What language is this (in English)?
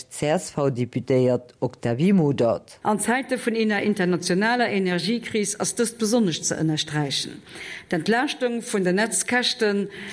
Luxembourgish